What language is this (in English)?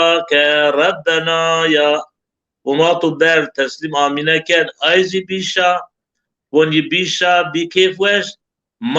Zaza